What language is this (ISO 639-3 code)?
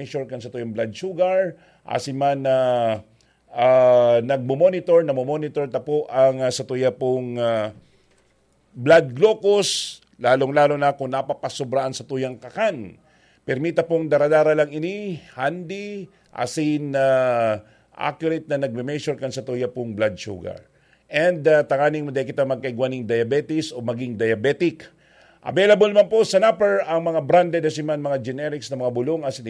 bik